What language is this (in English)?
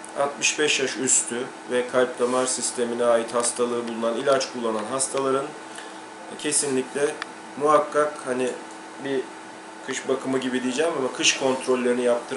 Turkish